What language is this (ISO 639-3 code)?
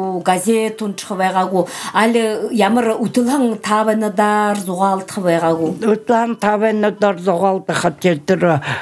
bua